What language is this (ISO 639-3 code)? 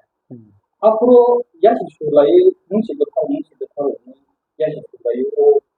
trp